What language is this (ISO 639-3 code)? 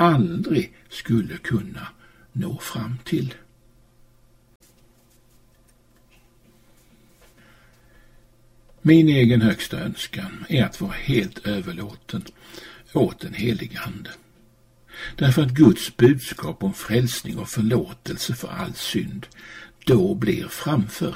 swe